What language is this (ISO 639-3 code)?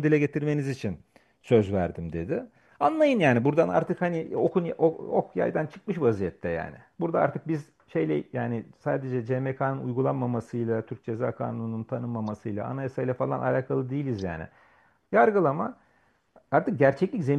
tur